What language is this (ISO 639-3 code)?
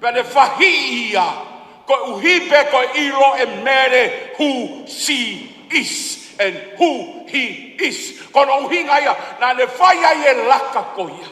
ton